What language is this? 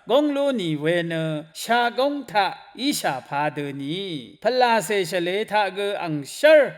Rawang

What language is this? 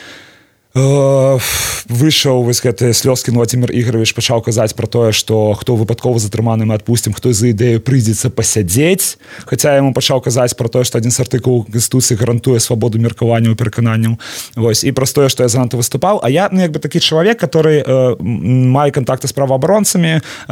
Belarusian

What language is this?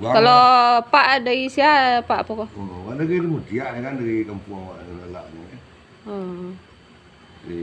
Minangkabau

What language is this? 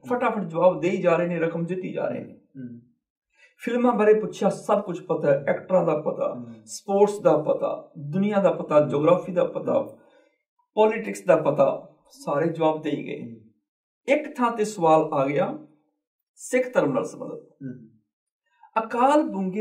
Punjabi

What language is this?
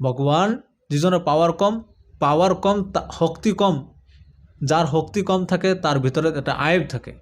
Assamese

